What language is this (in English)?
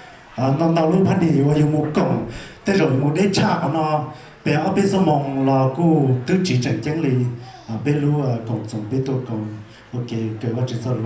Hmong